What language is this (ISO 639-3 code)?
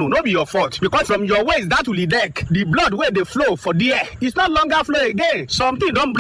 pcm